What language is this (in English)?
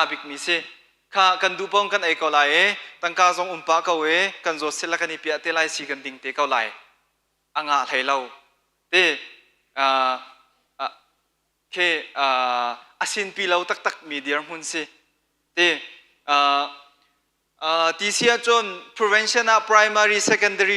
Hakha Chin